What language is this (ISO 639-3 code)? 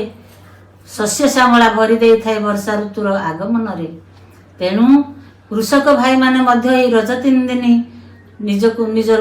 ori